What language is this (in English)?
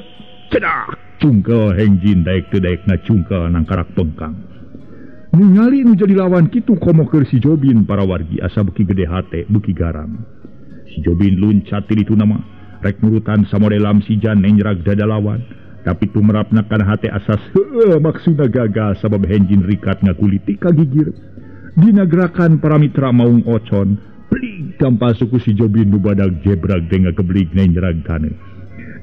Sundanese